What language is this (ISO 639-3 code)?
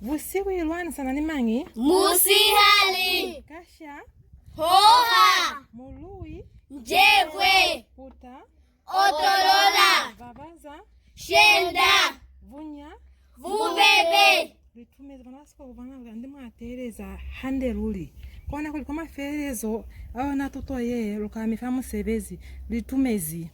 loz